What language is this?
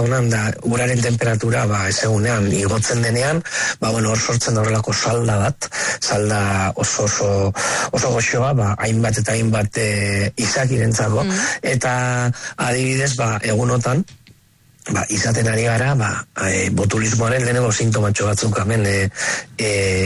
Basque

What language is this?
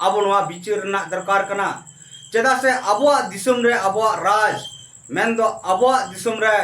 Santali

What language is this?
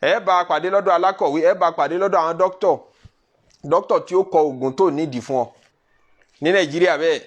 Yoruba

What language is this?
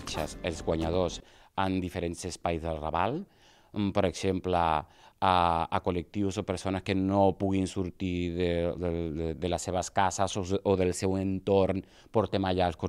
Catalan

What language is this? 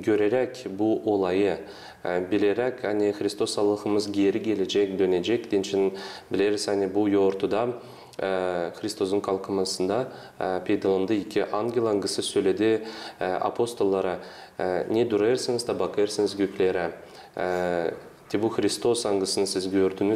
Gagauz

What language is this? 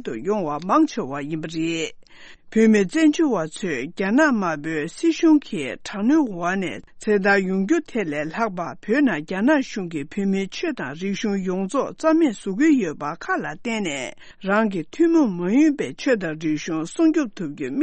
Tibetan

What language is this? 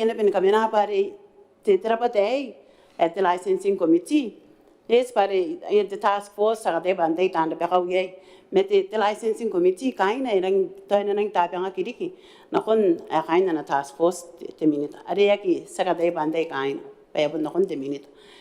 Gilbertese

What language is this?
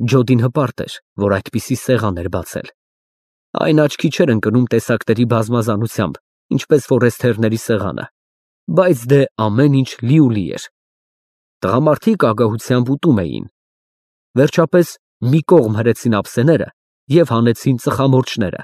Armenian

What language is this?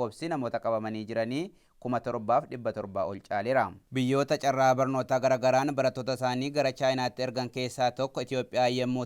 Oromo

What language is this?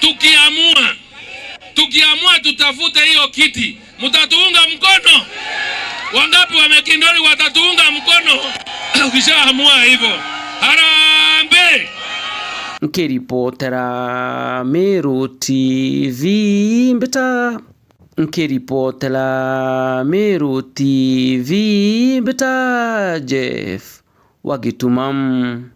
Meru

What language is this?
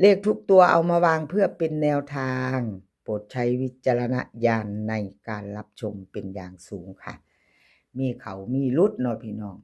Northeastern Thai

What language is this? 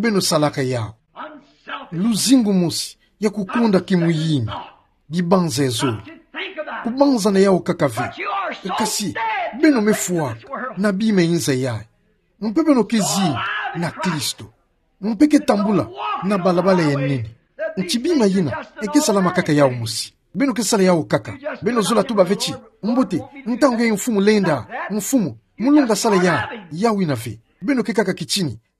Kituba (Democratic Republic of Congo)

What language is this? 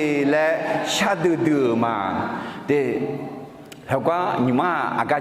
Akha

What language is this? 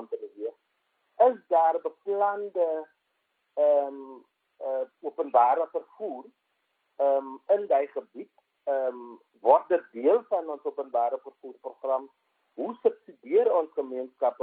Afrikaans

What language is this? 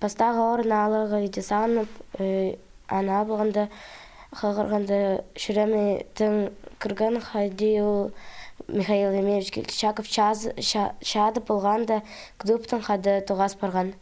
Khakas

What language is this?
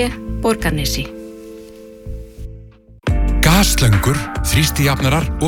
Icelandic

